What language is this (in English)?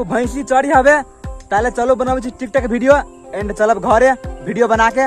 Maithili